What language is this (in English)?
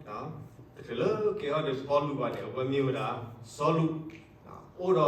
S'gaw Karen